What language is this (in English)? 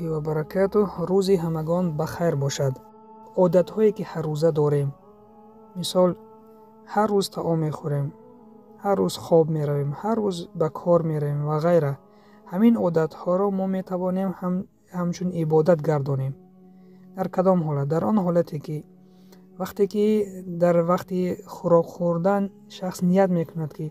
Tajik